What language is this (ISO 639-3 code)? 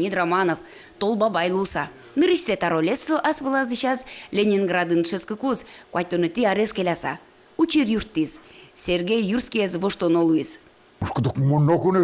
udm